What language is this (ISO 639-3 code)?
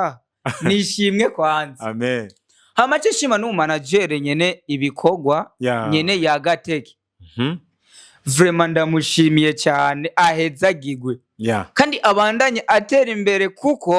run